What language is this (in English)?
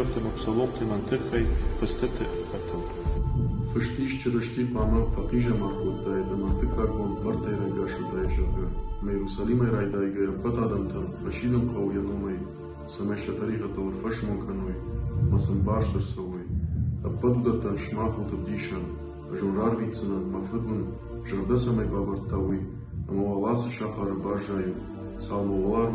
Ossetic